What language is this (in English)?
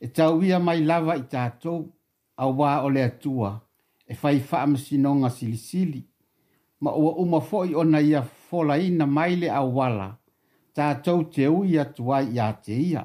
Samoan